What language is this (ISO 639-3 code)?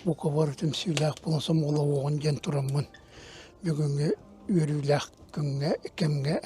sah